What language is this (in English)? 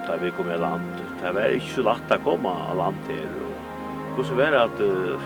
Faroese